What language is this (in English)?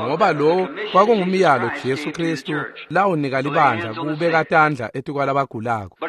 Swati